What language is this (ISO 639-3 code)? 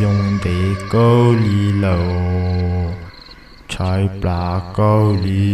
hmn